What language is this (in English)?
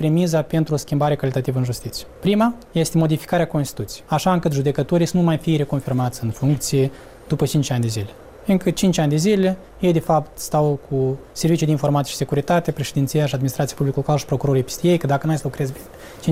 Romanian